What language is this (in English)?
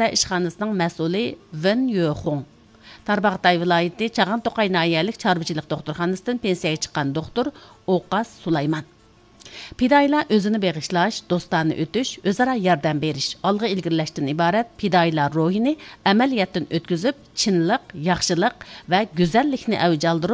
Uyghur